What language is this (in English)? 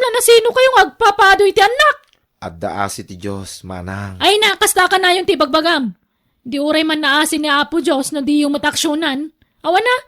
Iloko